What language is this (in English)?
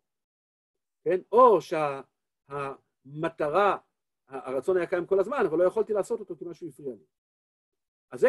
Hebrew